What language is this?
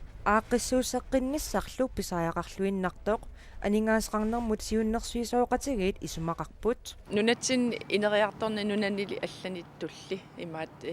Kalaallisut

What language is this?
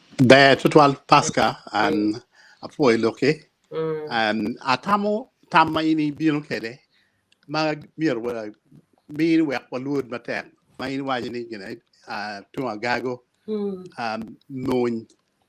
Acoli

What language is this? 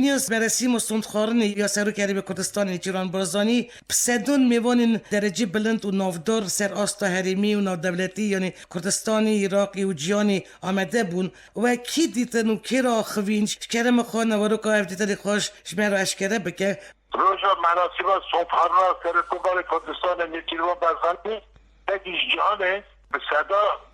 Kurdish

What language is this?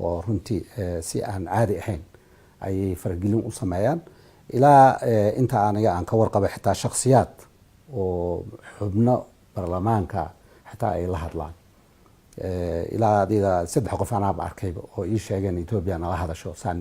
Somali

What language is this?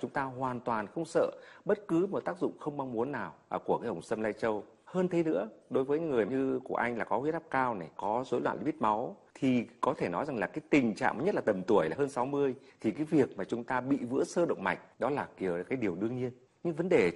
Vietnamese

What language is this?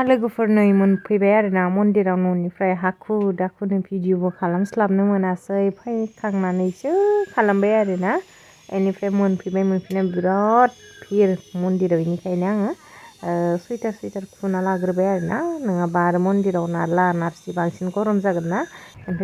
Bodo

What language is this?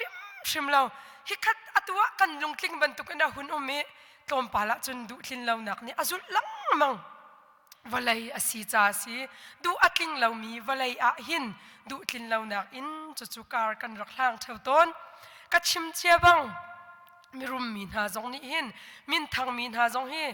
Hakha Chin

